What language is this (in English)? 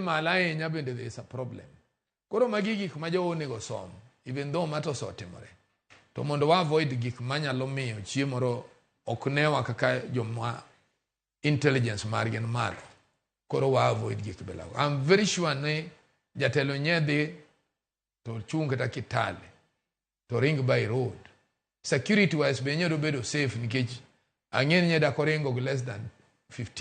Luo (Kenya and Tanzania)